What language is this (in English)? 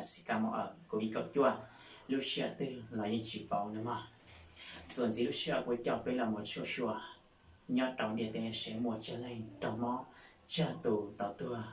Hmong